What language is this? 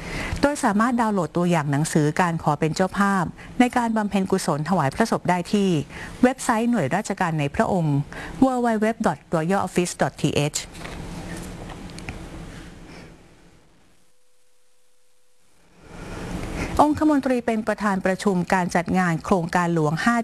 Thai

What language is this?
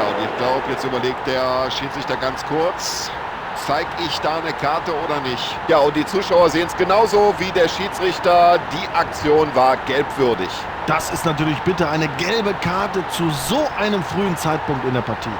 Bavarian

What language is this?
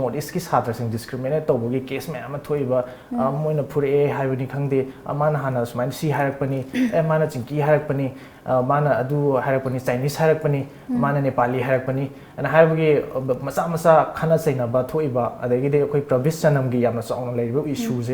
Manipuri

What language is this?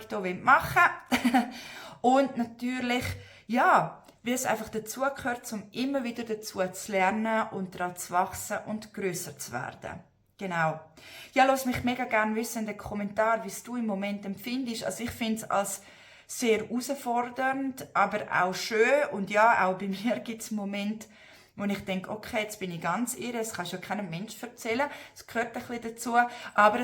Swiss German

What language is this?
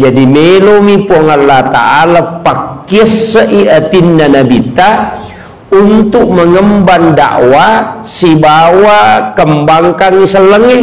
Buginese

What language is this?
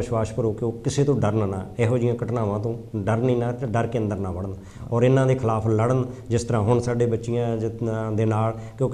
Punjabi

